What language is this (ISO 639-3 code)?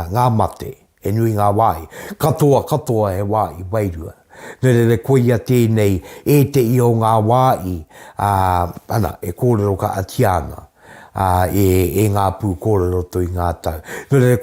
mri